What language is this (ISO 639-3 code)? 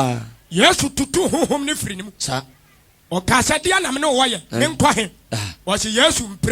aka